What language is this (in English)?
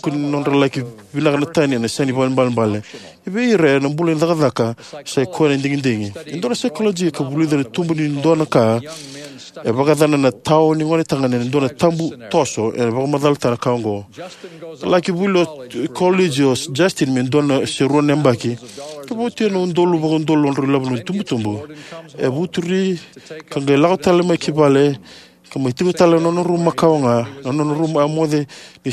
Fijian